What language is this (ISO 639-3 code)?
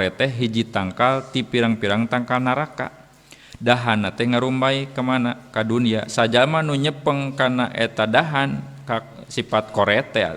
sun